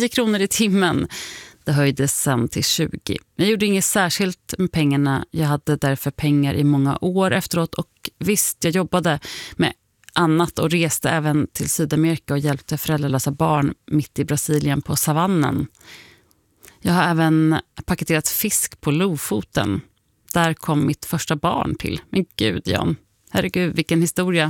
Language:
Swedish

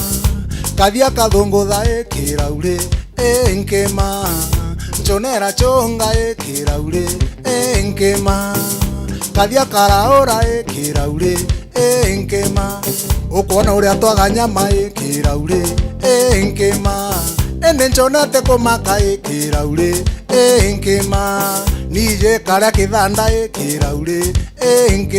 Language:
Meru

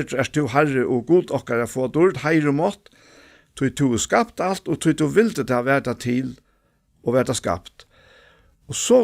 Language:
Faroese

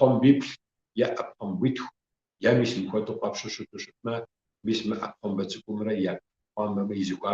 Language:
Kabardian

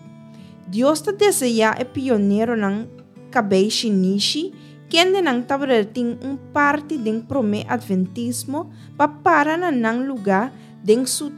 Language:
Papiamento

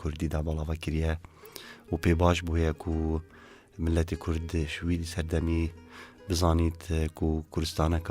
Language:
Kurdish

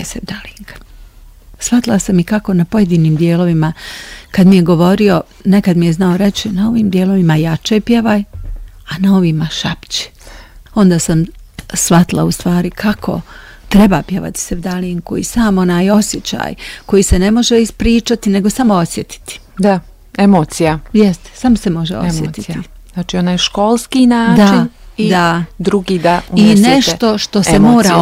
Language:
Bosnian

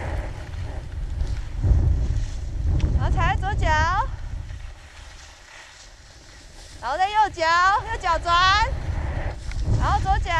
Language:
Chinese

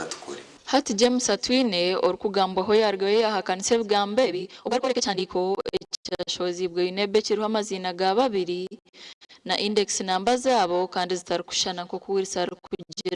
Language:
Nyankole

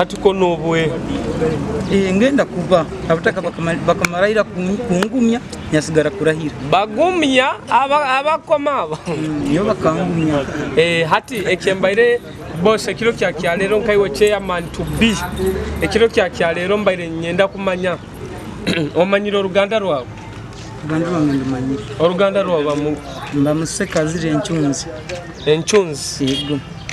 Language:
Nyoro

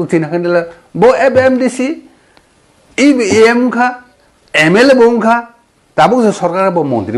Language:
Kok Borok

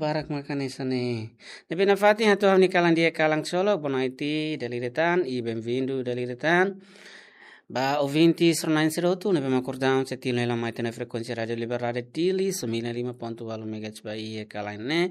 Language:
Tetum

